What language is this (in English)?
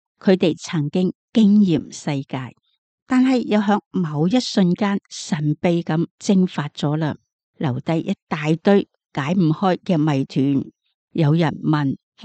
Cantonese